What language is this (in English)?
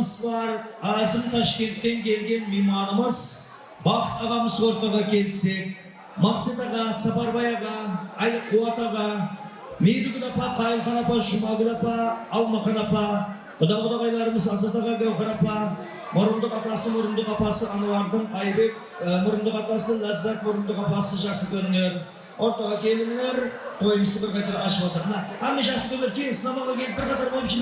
Kara-Kalpak